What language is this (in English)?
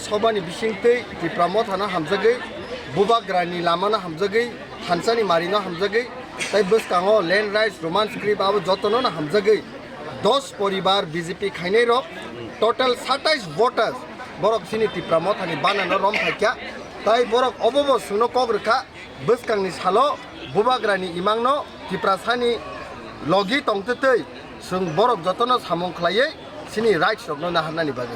Kok Borok